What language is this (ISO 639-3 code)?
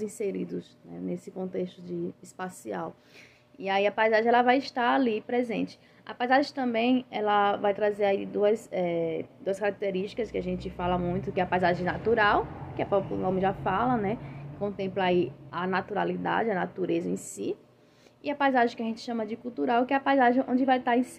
por